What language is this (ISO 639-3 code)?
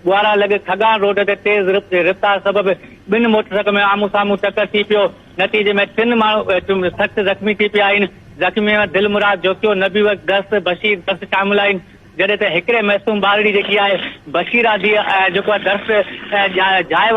snd